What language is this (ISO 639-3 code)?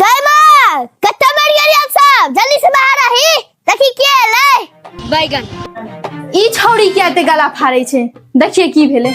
mai